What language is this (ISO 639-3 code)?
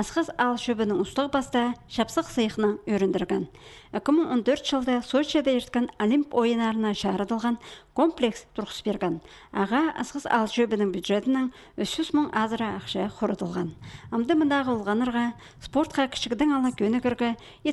kjh